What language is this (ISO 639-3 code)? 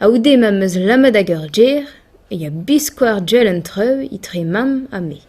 bre